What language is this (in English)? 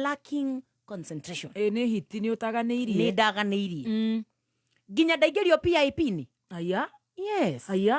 Kikuyu